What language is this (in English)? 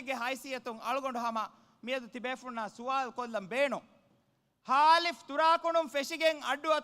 Divehi